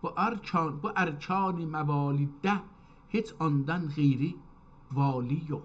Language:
South Azerbaijani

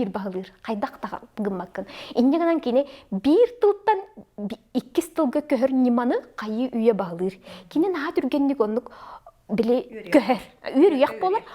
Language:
Yakut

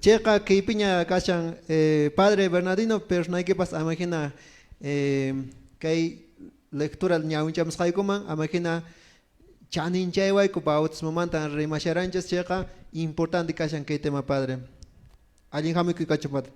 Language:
Quechua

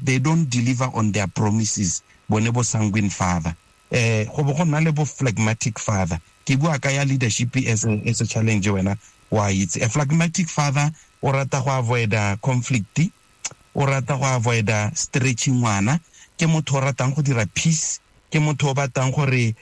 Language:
Tswana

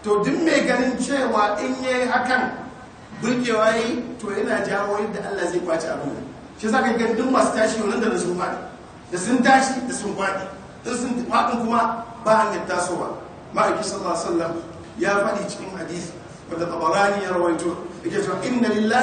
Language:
Hausa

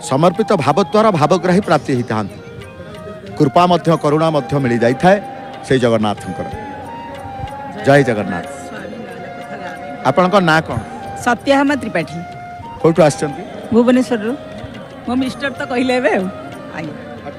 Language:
Odia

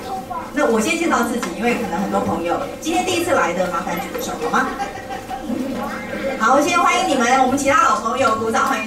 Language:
Chinese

